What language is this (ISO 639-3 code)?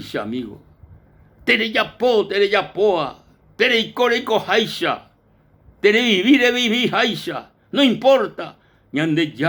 grn